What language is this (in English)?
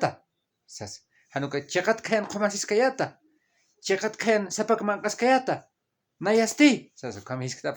Aymara